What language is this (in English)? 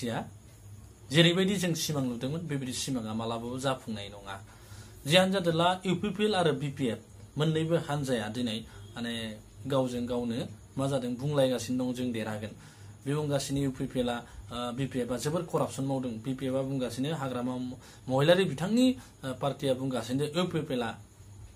Bodo